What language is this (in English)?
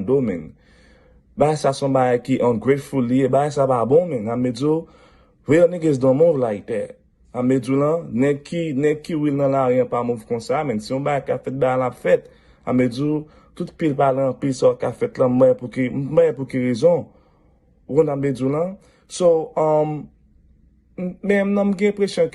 Haitian Creole